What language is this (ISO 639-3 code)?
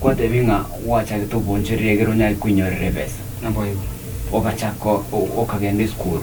guz